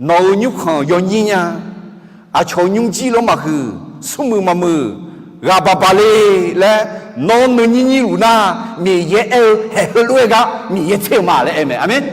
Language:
Akha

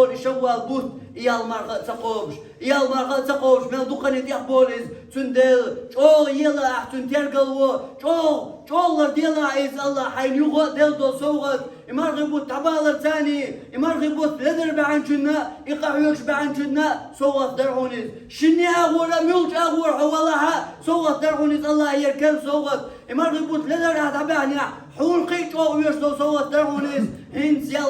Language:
Chechen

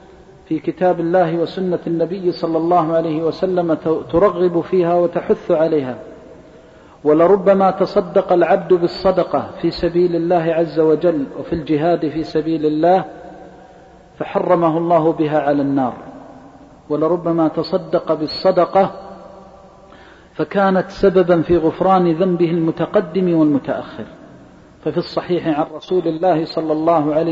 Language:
Arabic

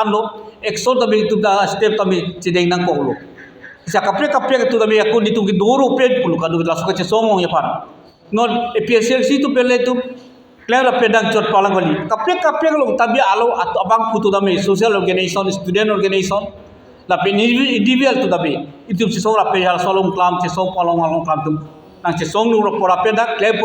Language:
Karbi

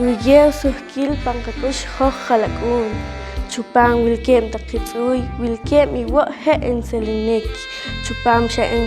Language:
Poqomchi'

